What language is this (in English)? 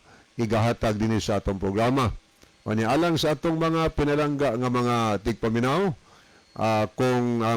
Cebuano